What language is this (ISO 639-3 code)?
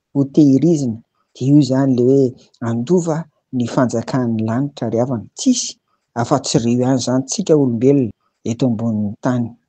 mlg